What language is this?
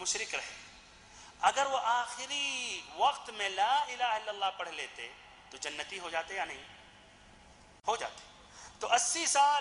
Urdu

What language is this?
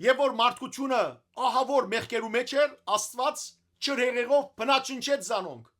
Western Armenian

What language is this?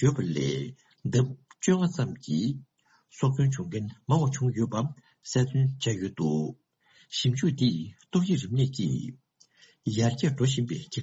Tibetan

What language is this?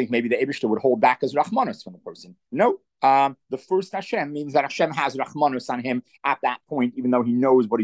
English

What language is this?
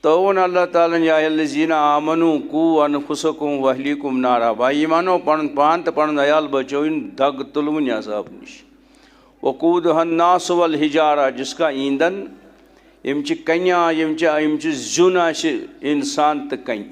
Kashmiri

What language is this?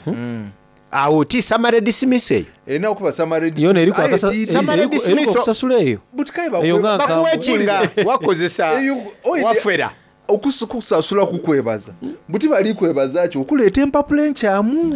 Soga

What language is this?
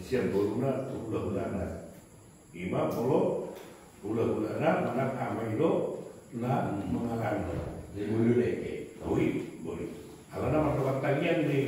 Batak Toba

